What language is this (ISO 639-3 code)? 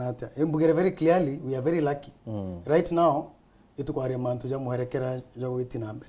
mer